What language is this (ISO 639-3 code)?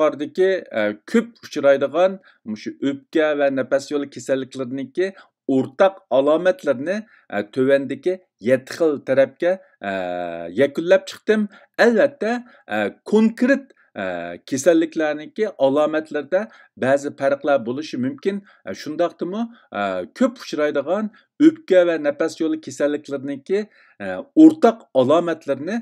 uig